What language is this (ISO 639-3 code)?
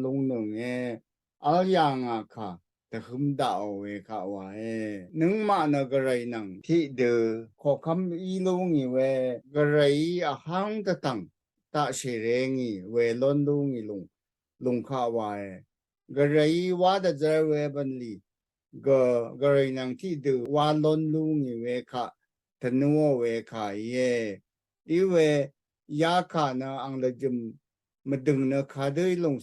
raw